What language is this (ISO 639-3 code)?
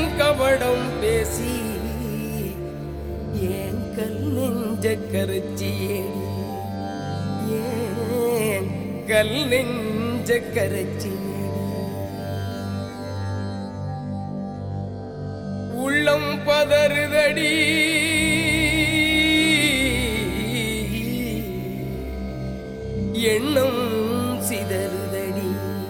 tam